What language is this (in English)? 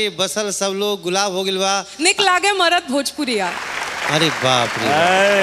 Bhojpuri